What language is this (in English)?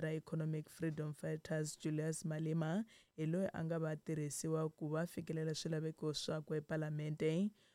Tsonga